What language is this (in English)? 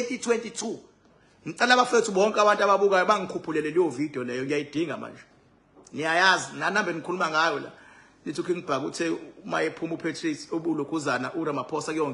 Zulu